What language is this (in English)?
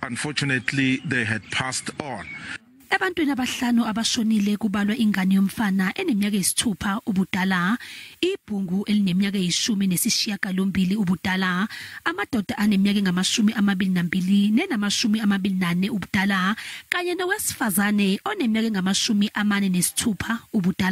Zulu